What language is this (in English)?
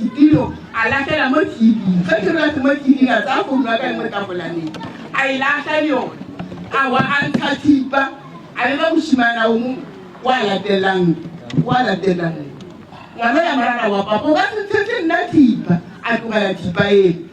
Northern Sotho